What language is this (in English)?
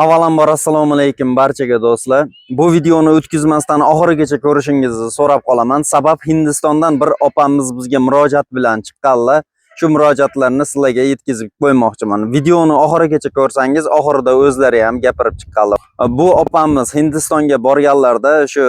Uzbek